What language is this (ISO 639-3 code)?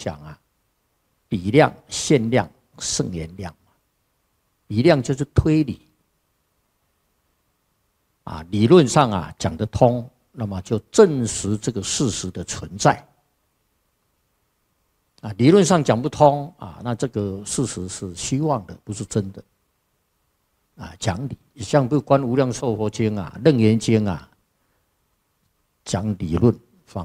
zho